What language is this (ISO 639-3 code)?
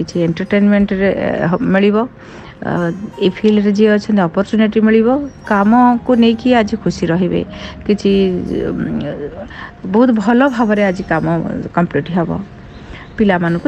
ori